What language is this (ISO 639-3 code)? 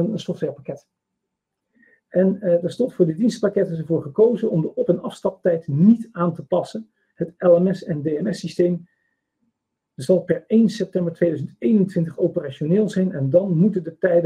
nld